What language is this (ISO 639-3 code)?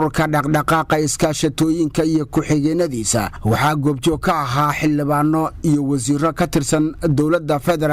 som